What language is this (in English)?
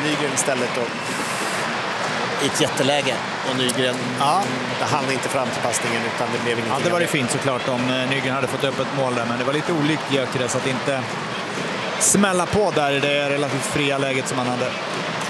Swedish